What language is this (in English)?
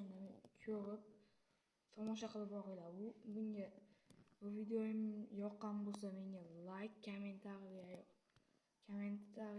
Uzbek